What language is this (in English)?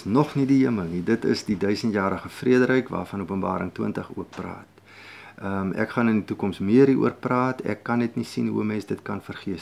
Afrikaans